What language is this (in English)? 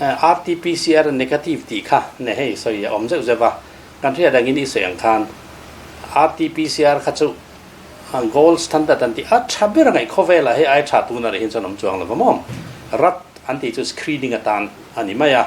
Mizo